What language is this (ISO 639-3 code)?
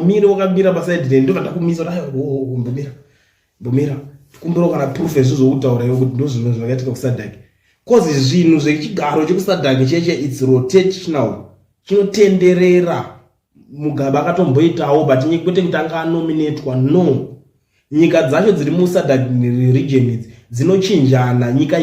sna